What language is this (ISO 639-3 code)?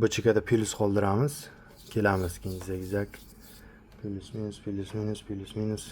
uzb